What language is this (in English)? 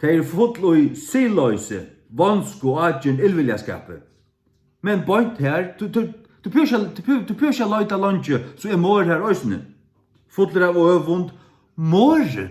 Faroese